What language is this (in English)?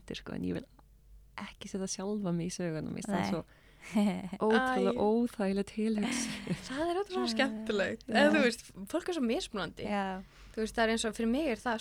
Icelandic